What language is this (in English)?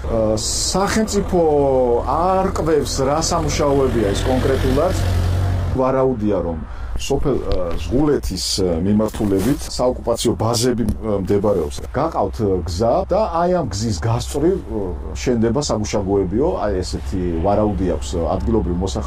Georgian